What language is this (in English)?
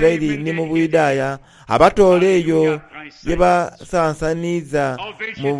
Soga